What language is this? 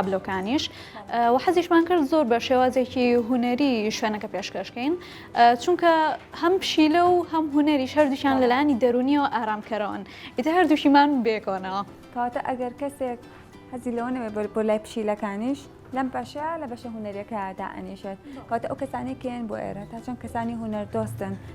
Central Kurdish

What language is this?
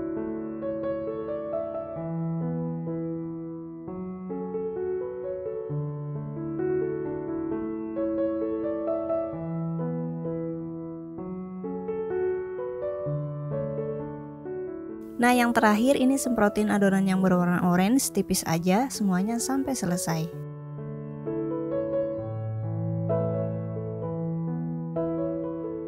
Indonesian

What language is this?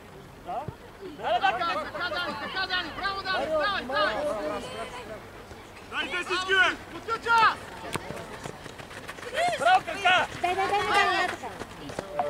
Bulgarian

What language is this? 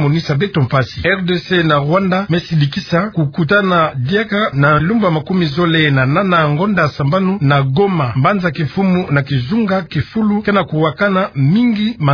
Kituba (Democratic Republic of Congo)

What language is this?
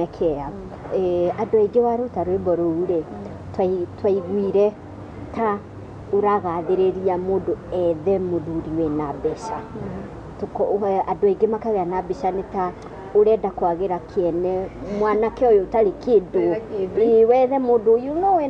Kikuyu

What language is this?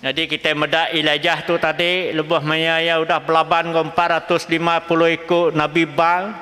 Iban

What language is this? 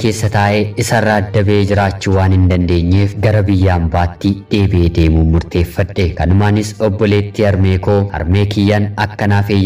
Oromo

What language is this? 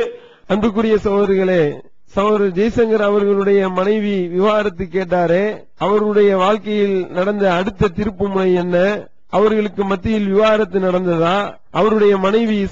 Tamil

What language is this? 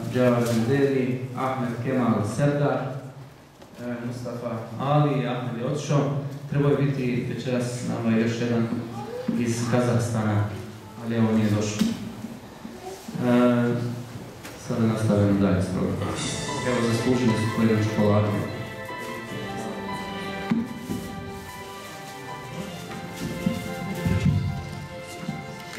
Croatian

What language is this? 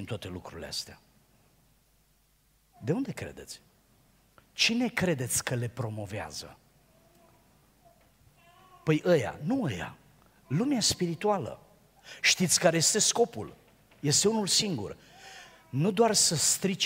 Romanian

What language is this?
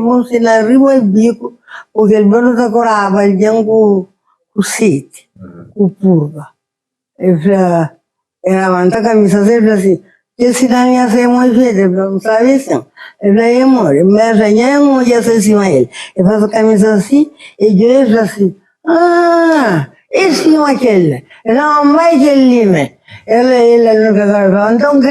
Kabuverdianu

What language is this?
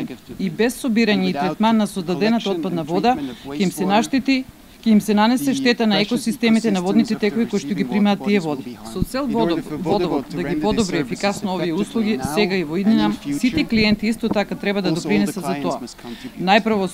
Macedonian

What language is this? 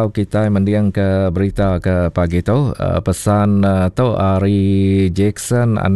Iban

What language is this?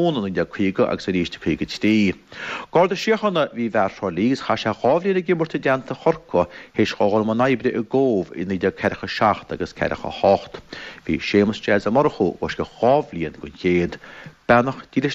Irish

